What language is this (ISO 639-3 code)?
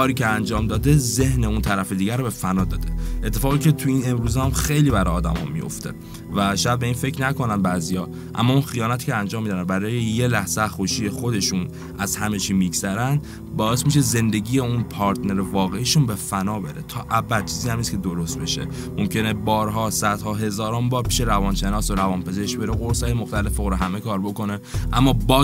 fas